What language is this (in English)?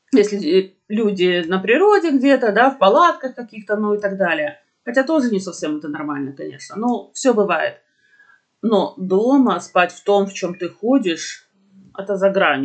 Russian